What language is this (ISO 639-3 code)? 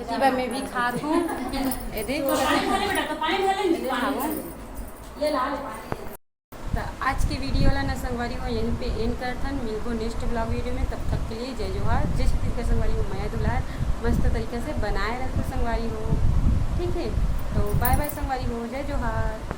hne